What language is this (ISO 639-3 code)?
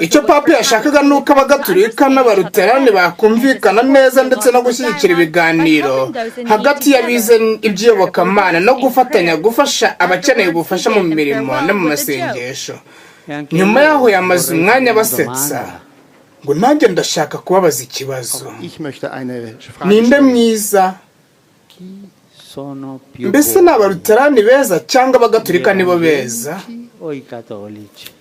kin